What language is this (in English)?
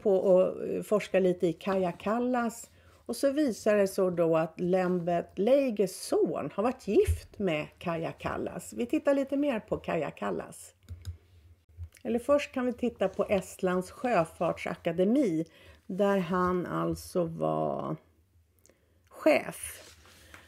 Swedish